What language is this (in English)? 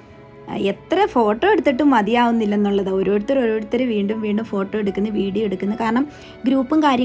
Malayalam